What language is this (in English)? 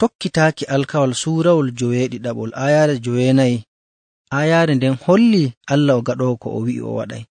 Nigerian Fulfulde